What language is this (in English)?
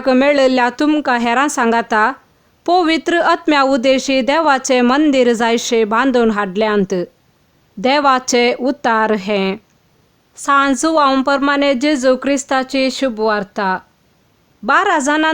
Konkani